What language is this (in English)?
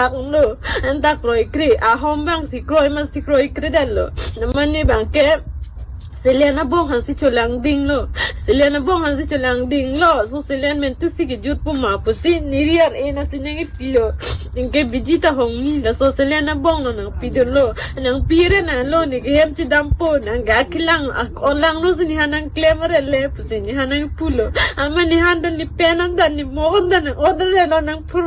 Karbi